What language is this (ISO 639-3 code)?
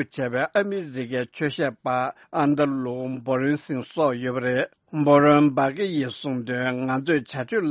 bod